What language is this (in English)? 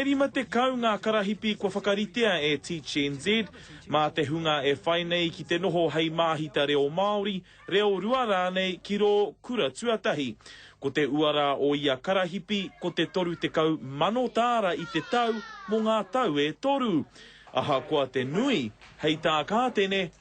Māori